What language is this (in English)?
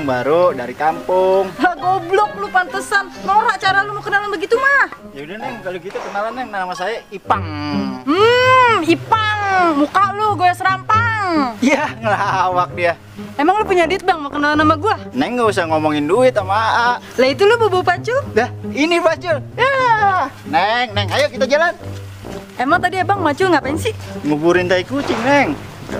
Betawi